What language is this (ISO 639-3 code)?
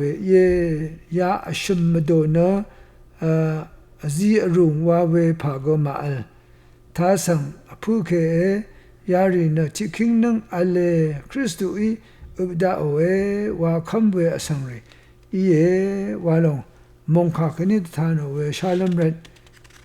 raw